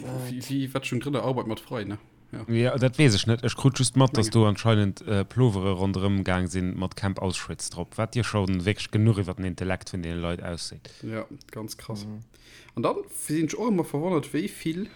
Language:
Luxembourgish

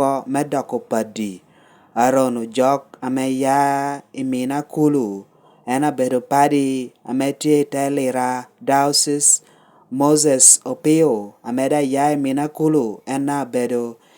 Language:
Lango (Uganda)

